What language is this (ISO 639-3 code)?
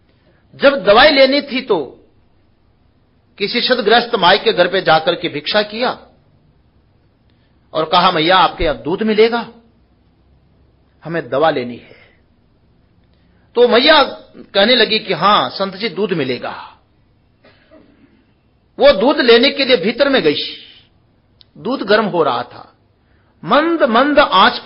hin